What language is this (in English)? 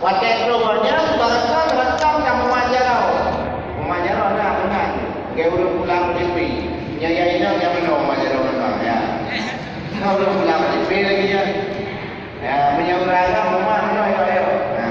Achinese